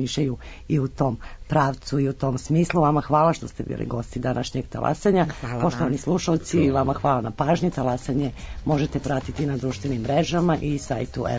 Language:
Serbian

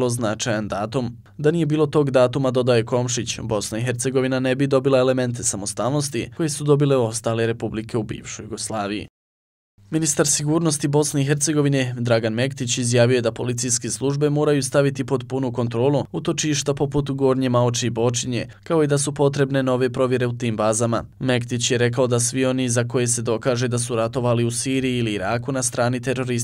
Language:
Bosnian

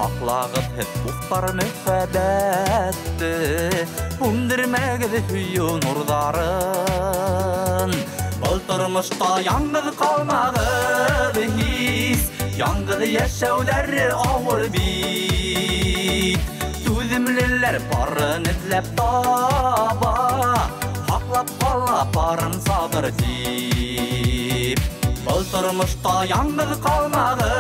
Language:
Bashkir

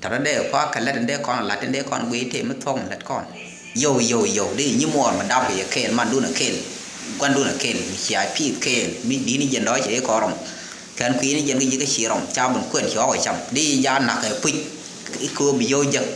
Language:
Nuer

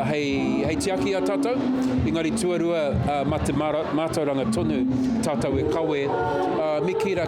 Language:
Māori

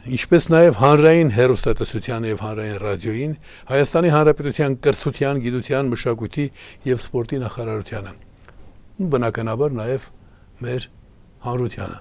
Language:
Armenian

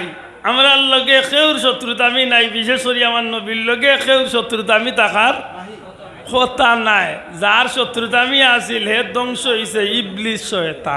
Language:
Sylheti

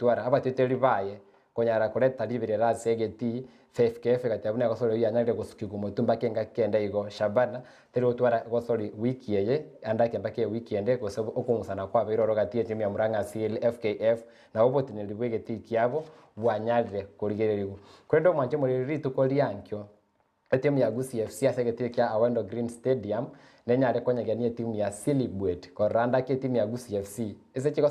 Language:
Gusii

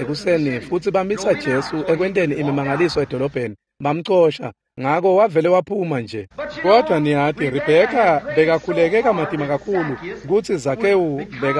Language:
Swati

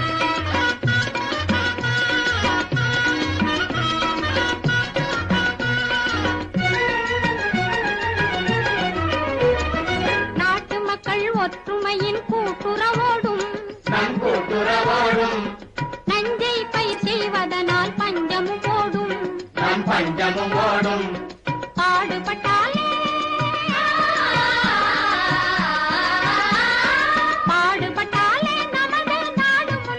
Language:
Tamil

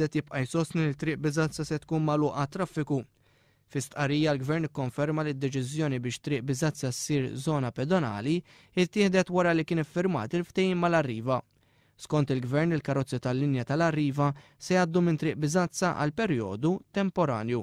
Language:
Maltese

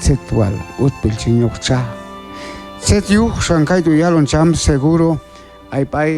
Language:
Q'anjob'al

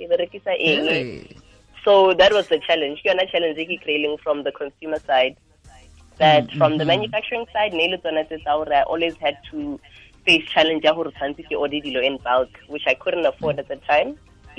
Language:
Tswana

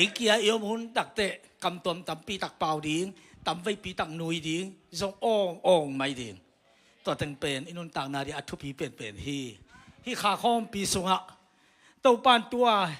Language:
Tedim Chin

